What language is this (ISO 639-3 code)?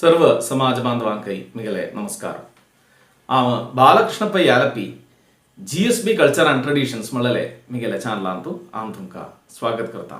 kok